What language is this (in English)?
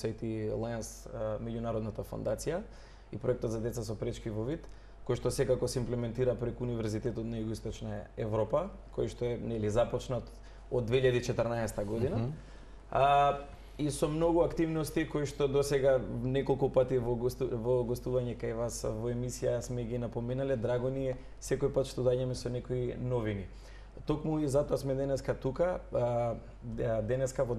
Macedonian